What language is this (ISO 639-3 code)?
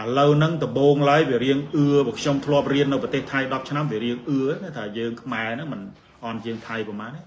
khm